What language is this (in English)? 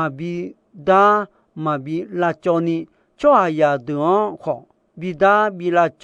Akha